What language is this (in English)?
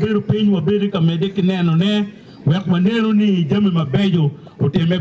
Acoli